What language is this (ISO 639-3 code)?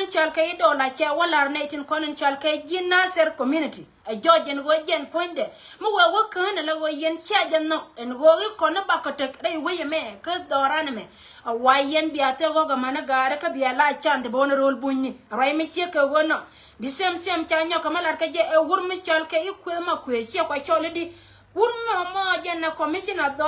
nus